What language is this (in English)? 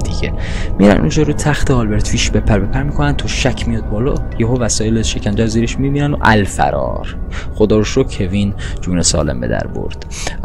Persian